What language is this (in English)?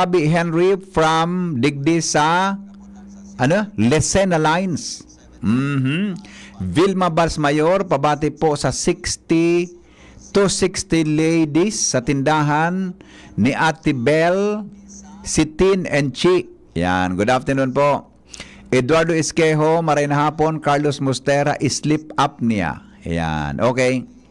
Bikol